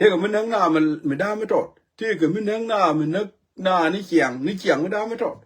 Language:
Nuer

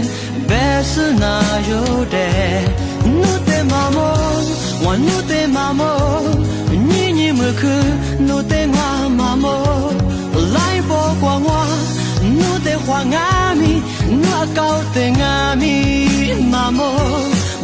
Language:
Lisu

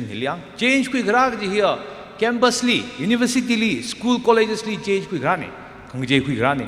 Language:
Tangkhul Naga (India)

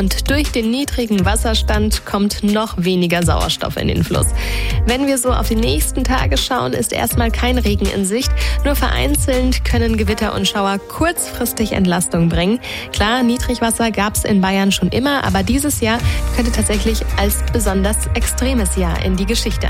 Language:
German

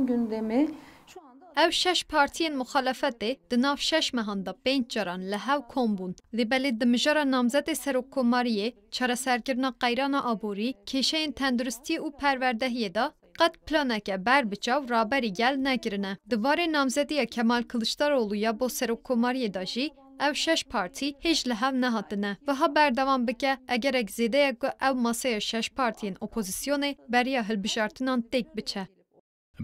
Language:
Kurdish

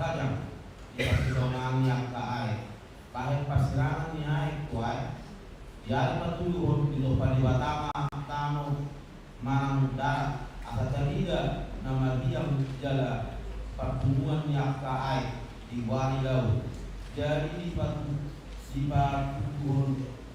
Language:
Batak Toba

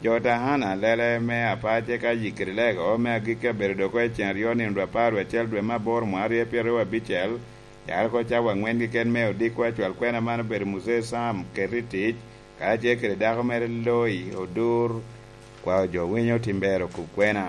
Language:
Lango (Uganda)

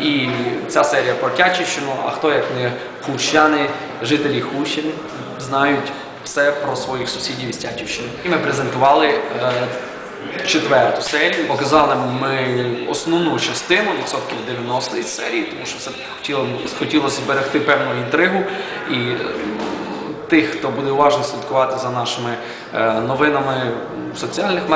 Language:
Ukrainian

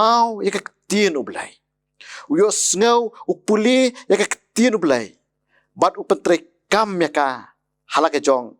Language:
Khasi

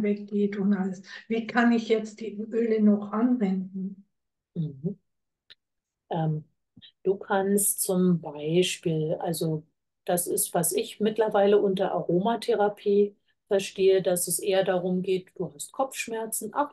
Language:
German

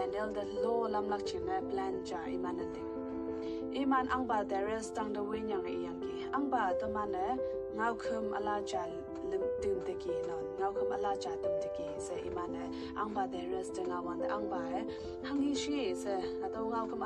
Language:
Konyak Naga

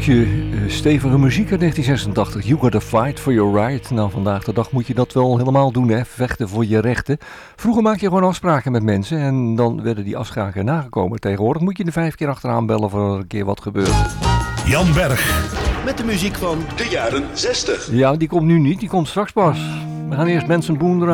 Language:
Dutch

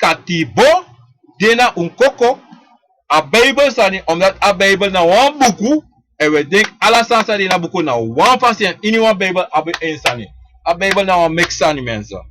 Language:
Sranan Tongo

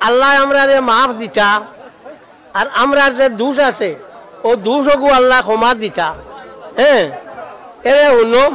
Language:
Sylheti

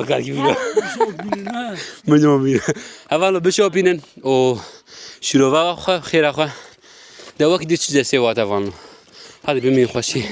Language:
Kurdish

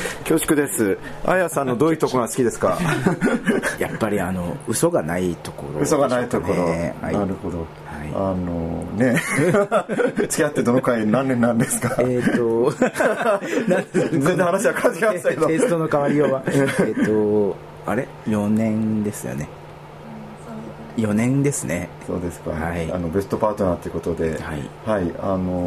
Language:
Japanese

